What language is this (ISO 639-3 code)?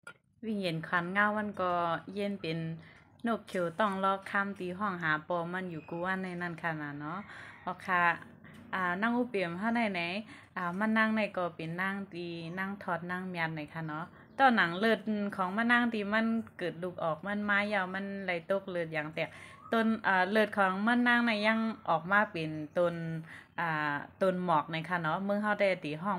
shn